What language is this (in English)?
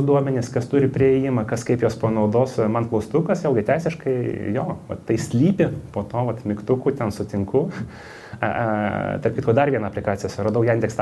Lithuanian